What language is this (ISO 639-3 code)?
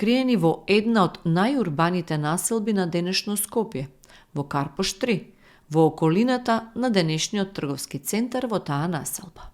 mkd